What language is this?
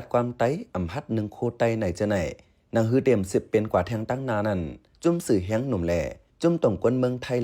Shan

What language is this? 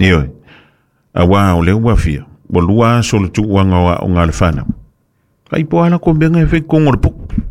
Samoan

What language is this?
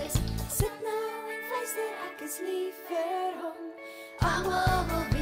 Afrikaans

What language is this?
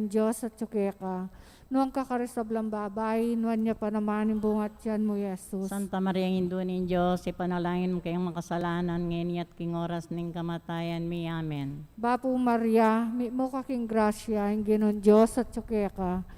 Pampanga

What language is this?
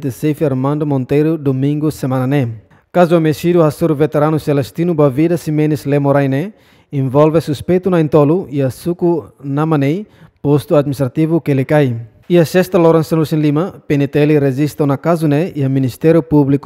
Tetum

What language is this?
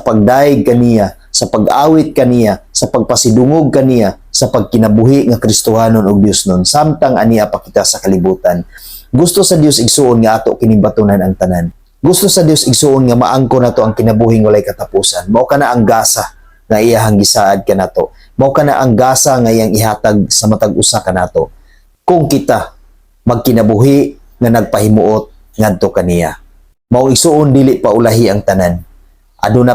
Cebuano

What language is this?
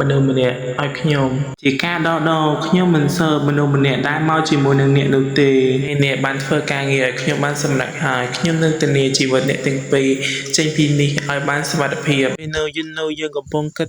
Khmer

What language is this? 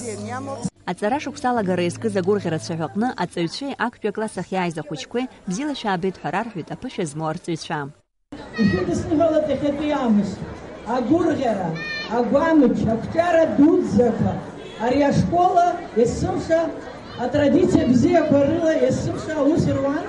Abkhazian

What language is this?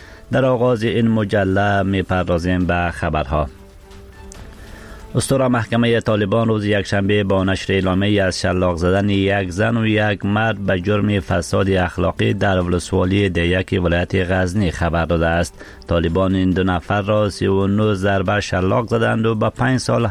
Persian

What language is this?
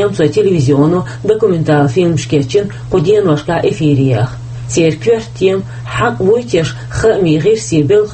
Chechen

